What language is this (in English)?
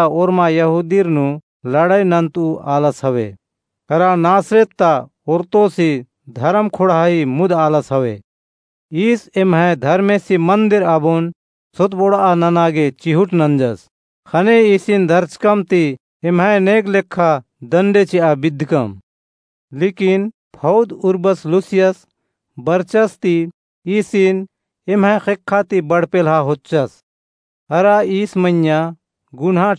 Kurukh